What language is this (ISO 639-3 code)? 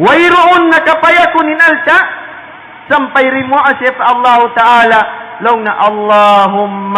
tsg